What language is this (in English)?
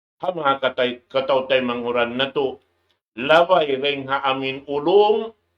Tausug